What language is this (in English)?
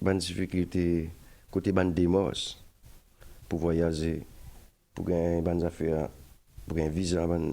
Morisyen